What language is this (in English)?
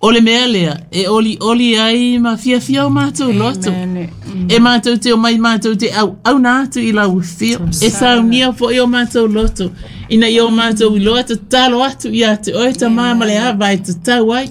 Samoan